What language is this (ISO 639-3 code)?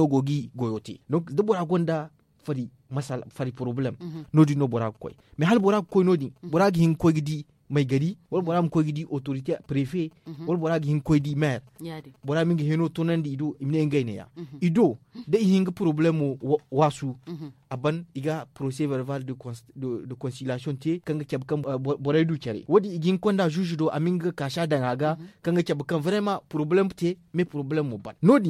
dje